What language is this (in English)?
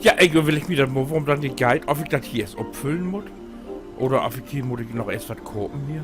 Low German